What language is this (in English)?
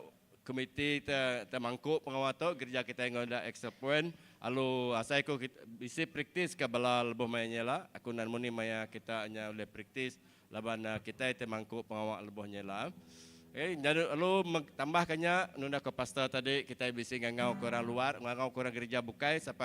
Iban